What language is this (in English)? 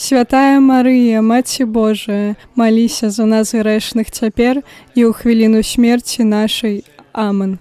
Belarusian